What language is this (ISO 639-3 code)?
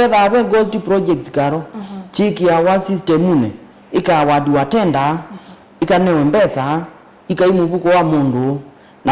kam